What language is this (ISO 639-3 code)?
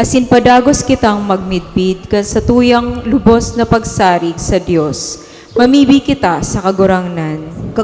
bik